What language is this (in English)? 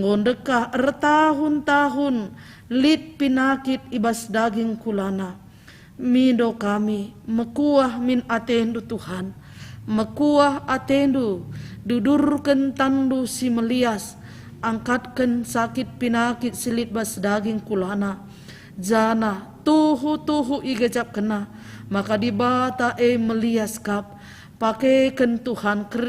Batak Karo